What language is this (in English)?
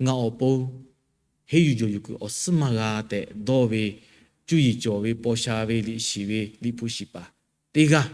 Lahu